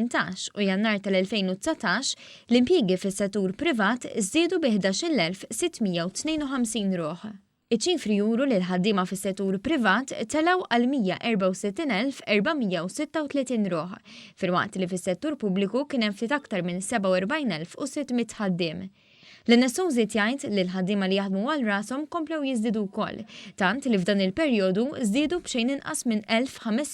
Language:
Maltese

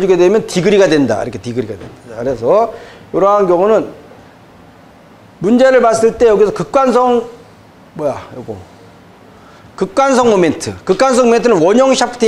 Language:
Korean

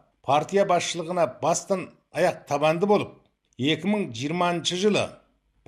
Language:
Kazakh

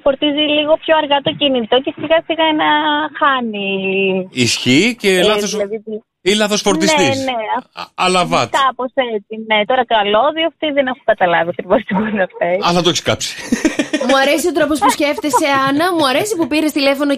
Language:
Greek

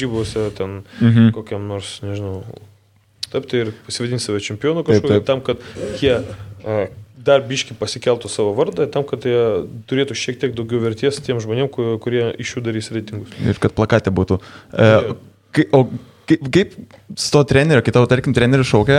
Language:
Lithuanian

